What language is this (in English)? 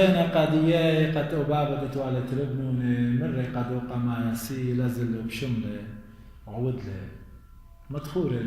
Assyrian Neo-Aramaic